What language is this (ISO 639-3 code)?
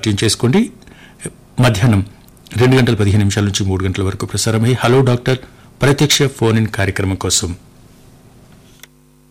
tel